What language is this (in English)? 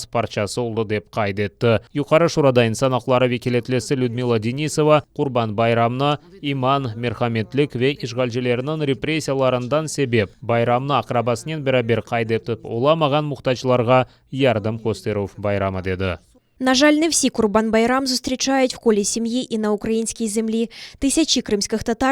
Crimean Tatar